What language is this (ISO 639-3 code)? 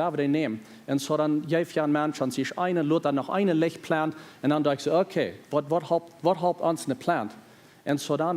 pdt